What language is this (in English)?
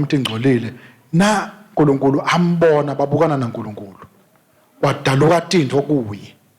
Swati